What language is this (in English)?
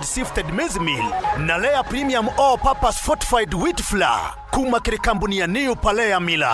Meru